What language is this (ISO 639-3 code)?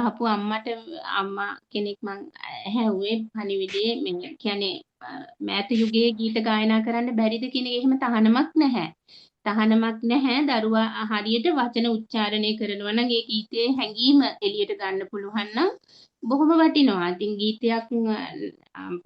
sin